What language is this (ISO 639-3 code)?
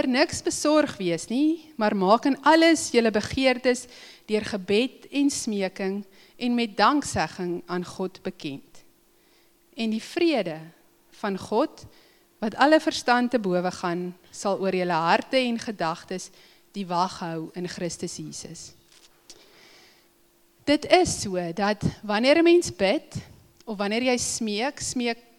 afr